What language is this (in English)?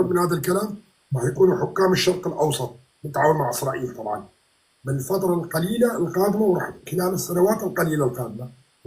North Levantine Arabic